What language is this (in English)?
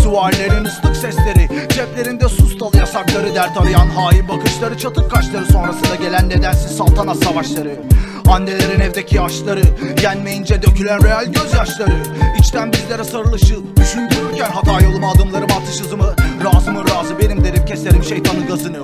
Turkish